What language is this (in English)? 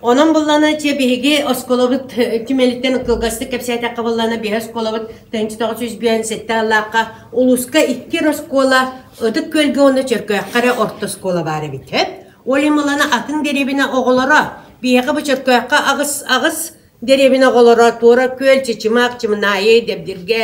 Yakut